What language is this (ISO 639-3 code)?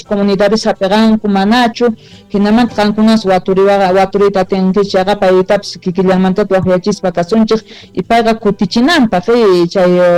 quh